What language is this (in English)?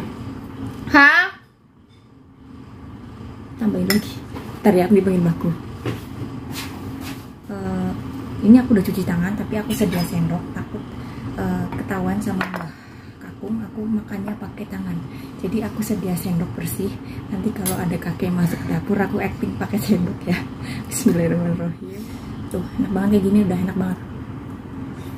Indonesian